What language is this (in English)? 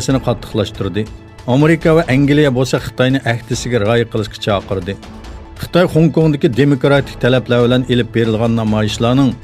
Uyghur